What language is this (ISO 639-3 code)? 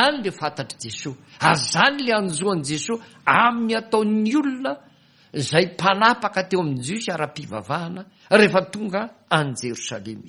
mlg